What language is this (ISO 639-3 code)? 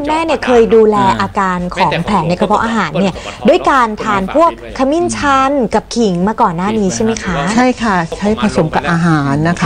tha